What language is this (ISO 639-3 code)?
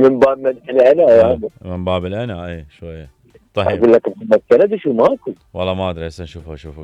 acm